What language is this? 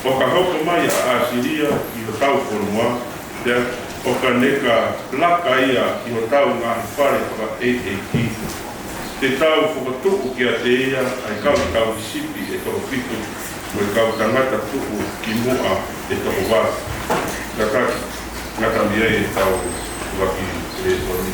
Tongan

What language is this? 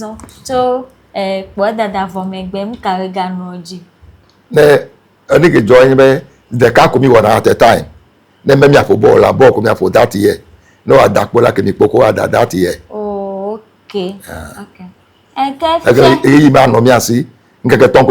Ewe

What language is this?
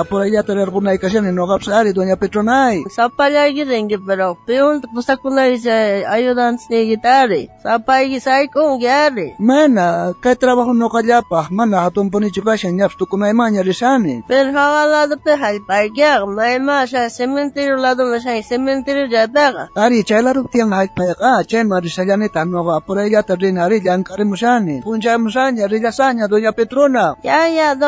South Bolivian Quechua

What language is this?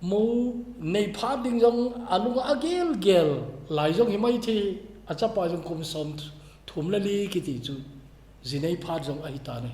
Thado Chin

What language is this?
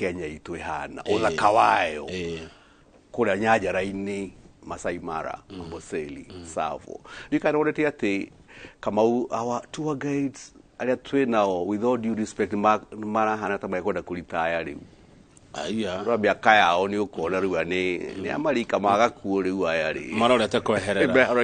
Kikuyu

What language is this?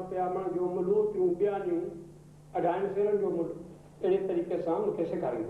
Sindhi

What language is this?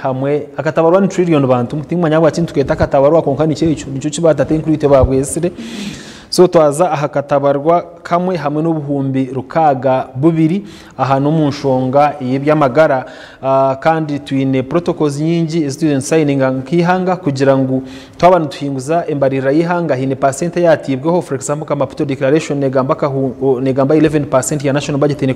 Nyankole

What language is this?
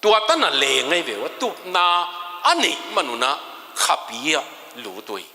Tedim Chin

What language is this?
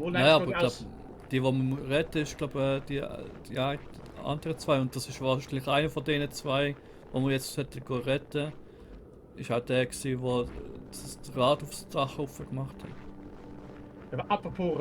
Swiss German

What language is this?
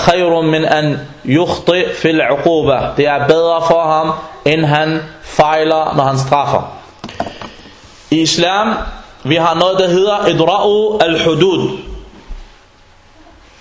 Danish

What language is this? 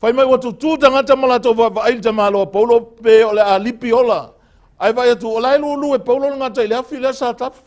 Samoan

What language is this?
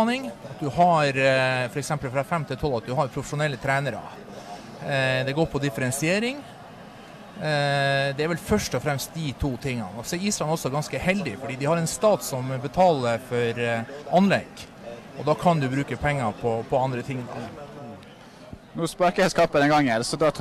Norwegian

